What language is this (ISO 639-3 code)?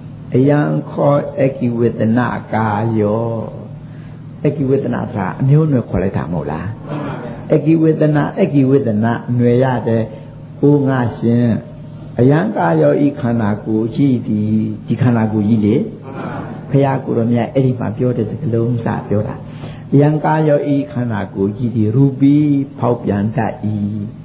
mya